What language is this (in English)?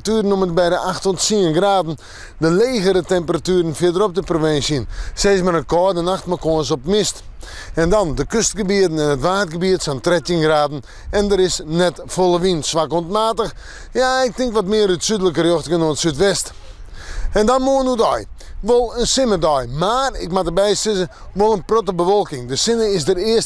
Western Frisian